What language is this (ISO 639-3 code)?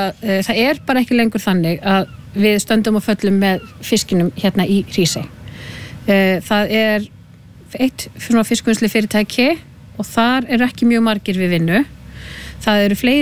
isl